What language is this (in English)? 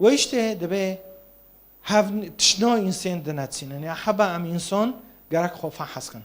Kurdish